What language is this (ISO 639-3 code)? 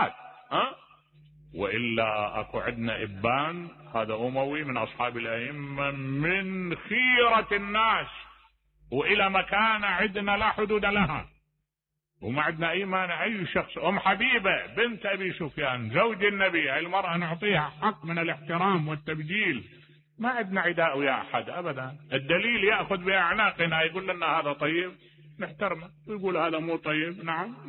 acm